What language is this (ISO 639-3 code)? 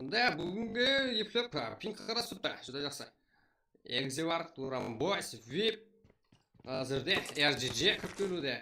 kaa